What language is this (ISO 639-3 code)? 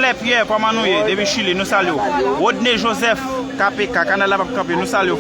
hat